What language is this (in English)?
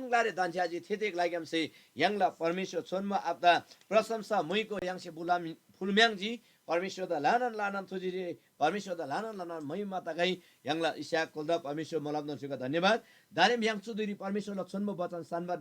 Eastern Tamang